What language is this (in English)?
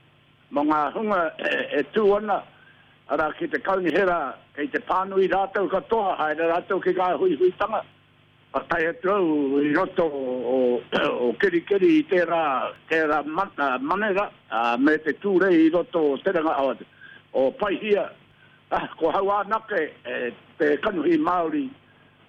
Māori